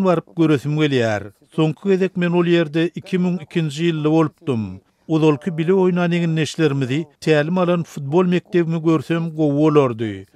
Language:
Turkmen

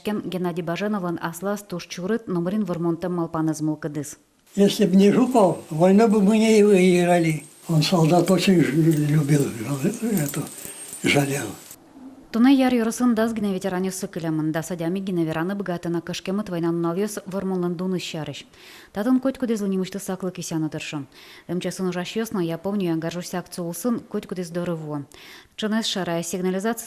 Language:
Udmurt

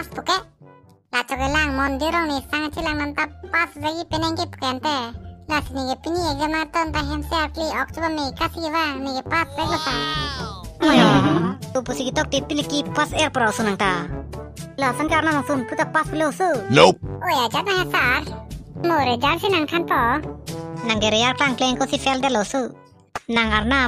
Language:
Karbi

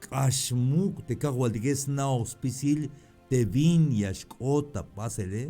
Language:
Tzeltal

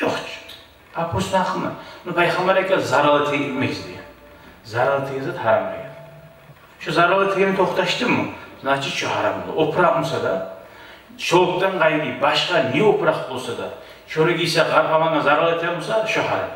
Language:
Kumyk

